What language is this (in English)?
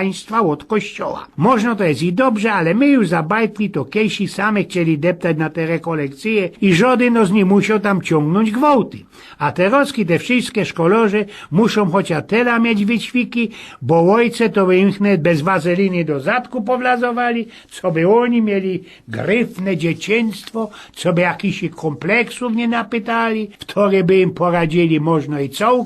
Silesian